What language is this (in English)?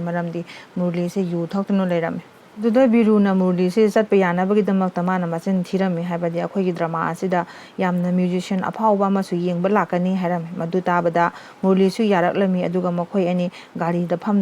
Manipuri